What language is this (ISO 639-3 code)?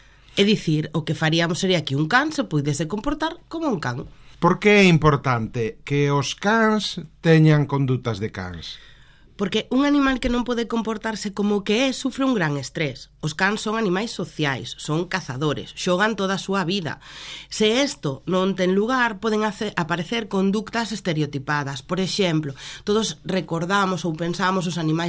glg